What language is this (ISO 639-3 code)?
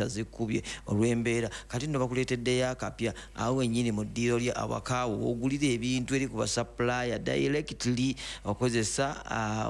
lug